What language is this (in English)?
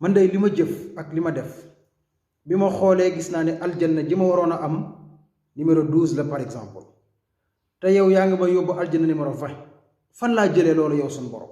Wolof